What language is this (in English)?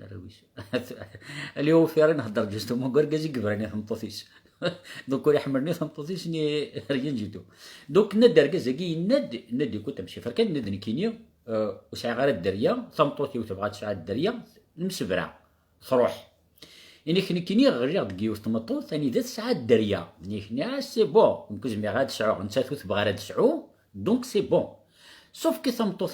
Kabyle